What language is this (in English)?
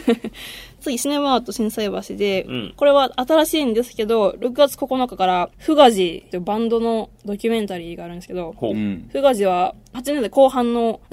Japanese